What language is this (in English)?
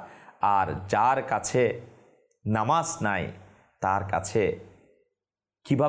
Bangla